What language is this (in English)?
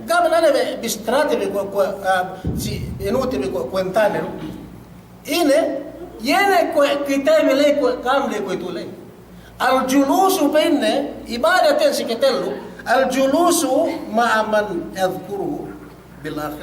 Yakan